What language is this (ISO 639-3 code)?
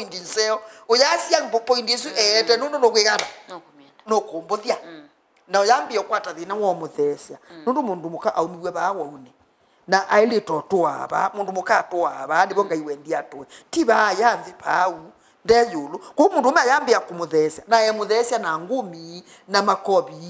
kam